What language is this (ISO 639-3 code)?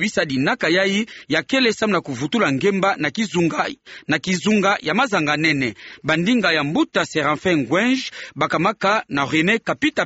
ktu